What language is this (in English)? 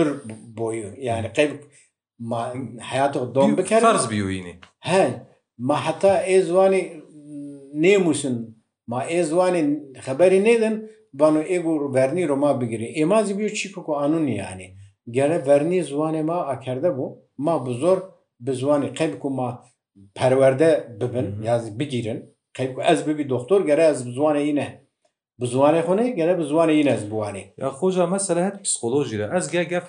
Kurdish